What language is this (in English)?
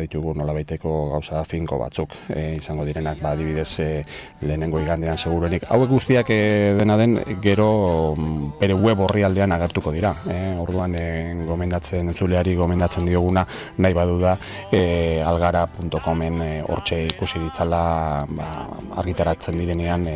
Basque